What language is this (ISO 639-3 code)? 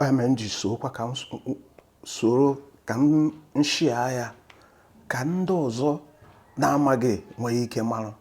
ibo